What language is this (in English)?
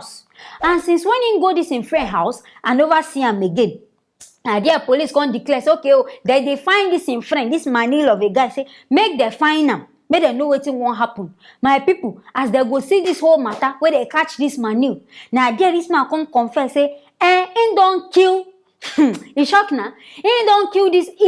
Nigerian Pidgin